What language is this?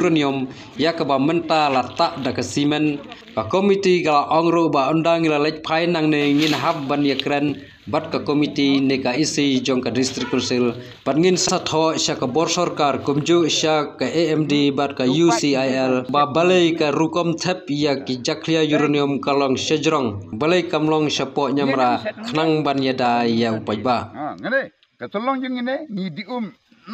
Khasi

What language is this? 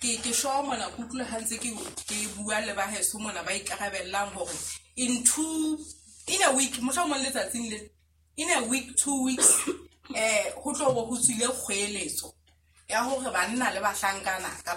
Southern Sotho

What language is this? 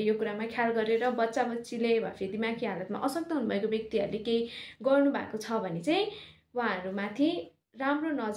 Nepali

